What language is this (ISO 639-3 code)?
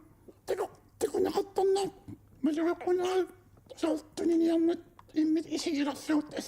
kal